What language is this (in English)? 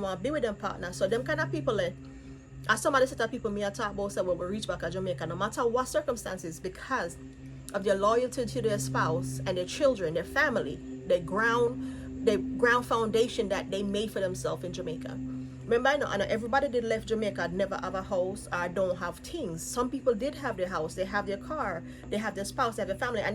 Jamaican Creole English